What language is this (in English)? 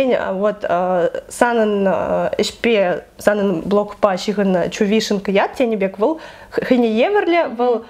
Chuvash